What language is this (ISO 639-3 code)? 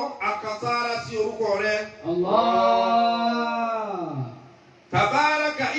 yor